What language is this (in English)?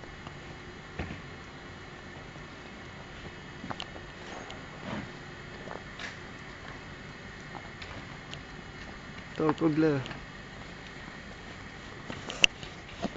Bulgarian